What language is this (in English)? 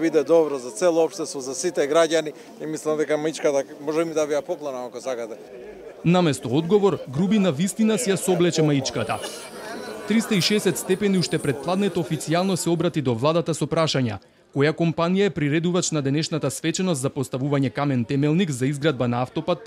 Macedonian